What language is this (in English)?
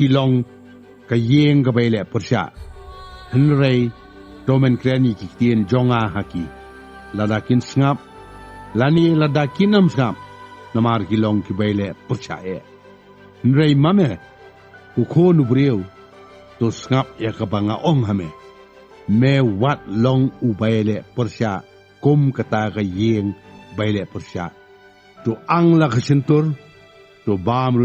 Khasi